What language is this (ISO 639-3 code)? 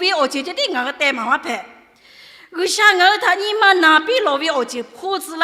lhu